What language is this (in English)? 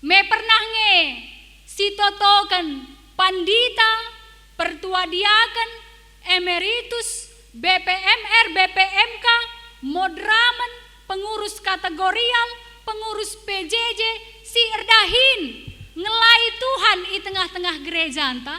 Batak Karo